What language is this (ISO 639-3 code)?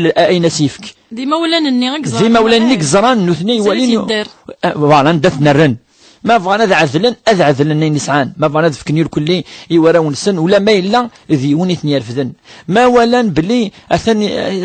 kab